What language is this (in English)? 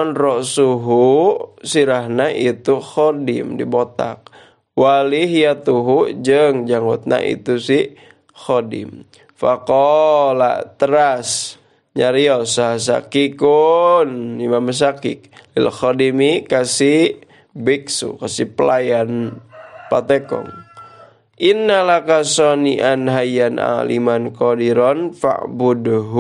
Sundanese